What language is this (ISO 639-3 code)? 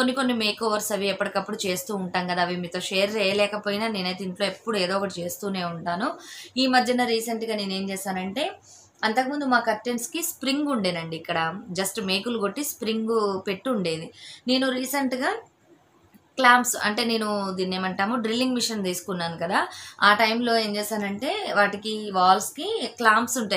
tel